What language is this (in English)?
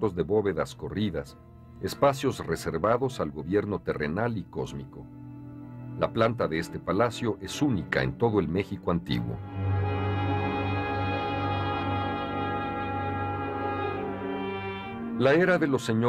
Spanish